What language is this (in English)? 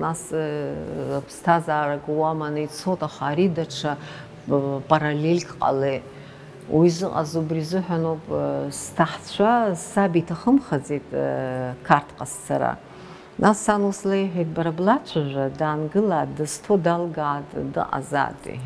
Abkhazian